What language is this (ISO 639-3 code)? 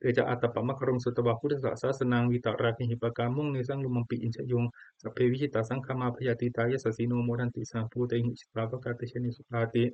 pli